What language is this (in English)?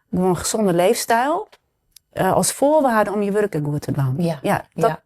Western Frisian